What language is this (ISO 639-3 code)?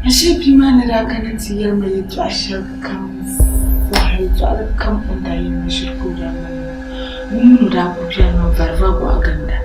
dag